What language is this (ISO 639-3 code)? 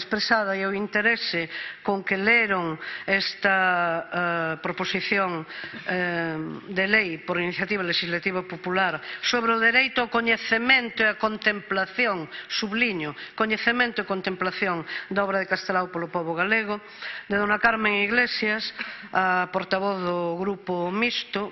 glg